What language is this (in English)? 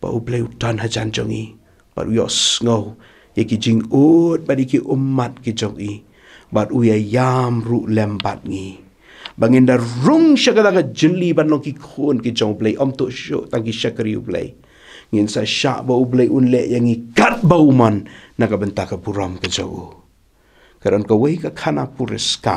Khasi